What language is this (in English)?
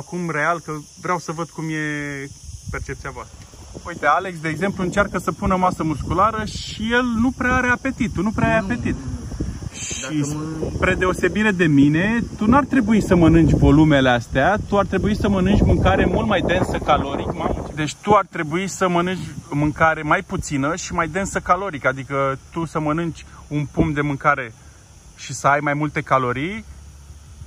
Romanian